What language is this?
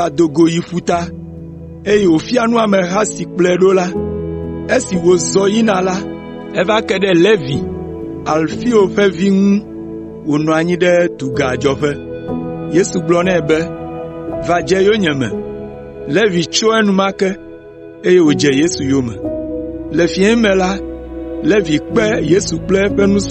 Ewe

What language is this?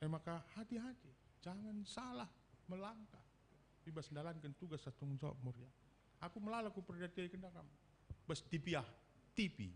Batak Karo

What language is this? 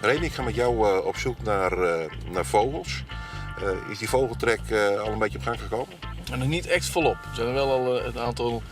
Western Frisian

